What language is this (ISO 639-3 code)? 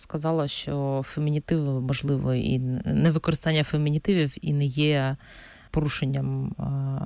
ukr